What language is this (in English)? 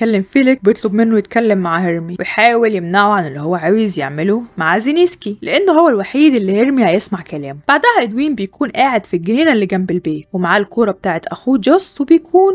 Egyptian Arabic